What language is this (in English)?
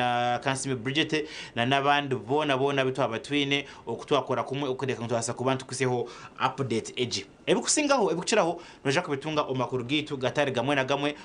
Nyankole